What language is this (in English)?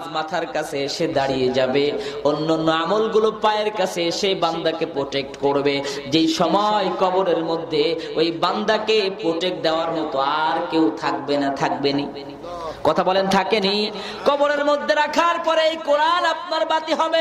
Bangla